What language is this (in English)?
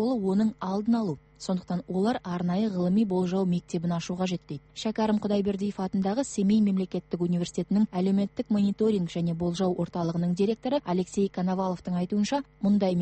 Kazakh